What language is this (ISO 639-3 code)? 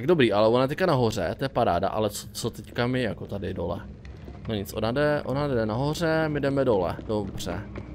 ces